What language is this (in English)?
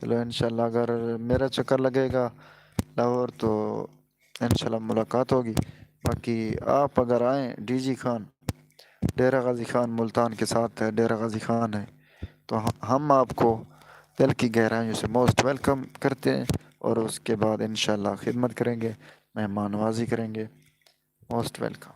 Saraiki